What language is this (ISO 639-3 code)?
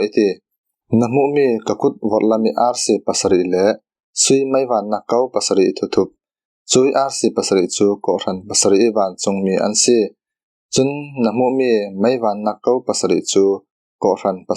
cfm